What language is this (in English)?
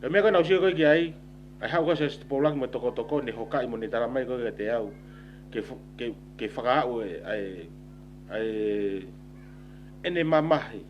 Tongan